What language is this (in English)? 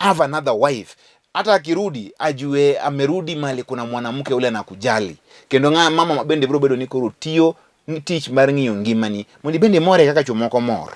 Luo (Kenya and Tanzania)